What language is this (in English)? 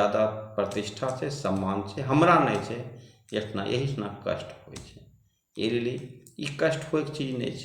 Angika